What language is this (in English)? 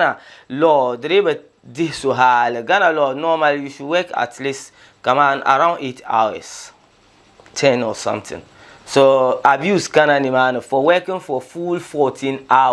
Dagbani